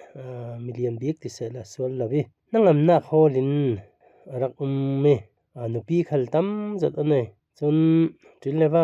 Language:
Falam Chin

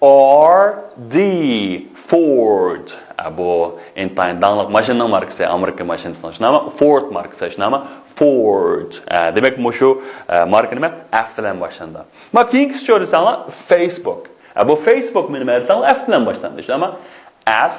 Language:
Uyghur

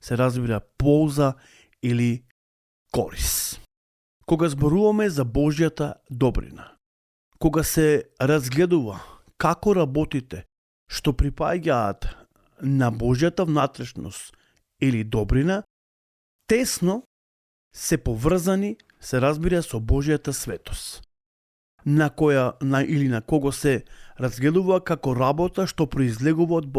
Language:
Macedonian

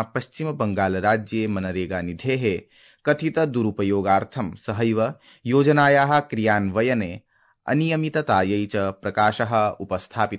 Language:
Sanskrit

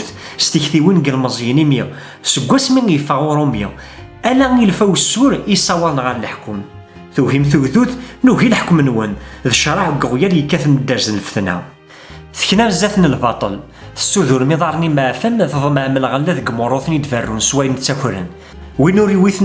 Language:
Kabyle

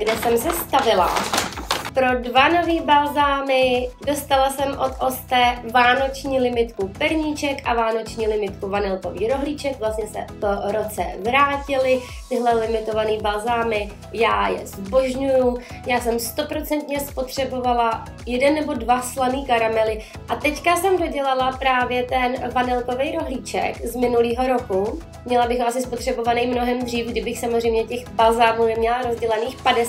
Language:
Czech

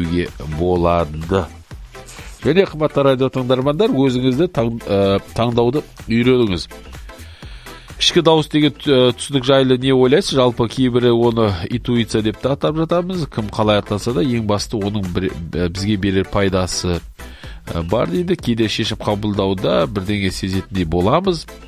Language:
Kazakh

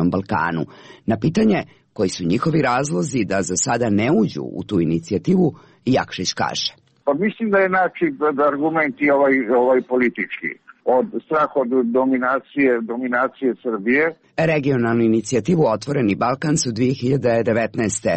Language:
Serbian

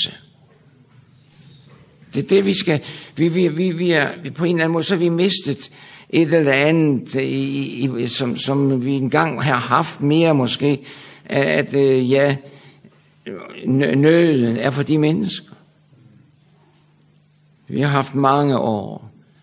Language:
Danish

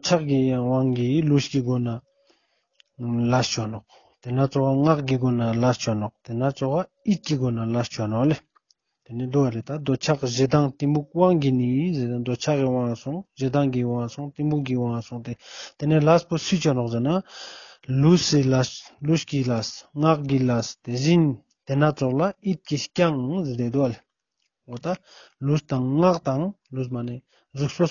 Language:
Ladakhi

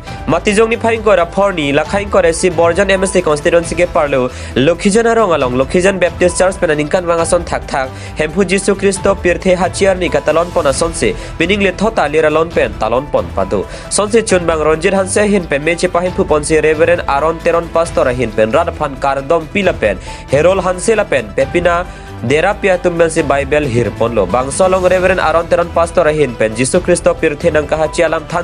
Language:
Karbi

